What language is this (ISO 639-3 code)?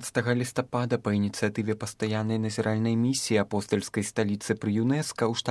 bel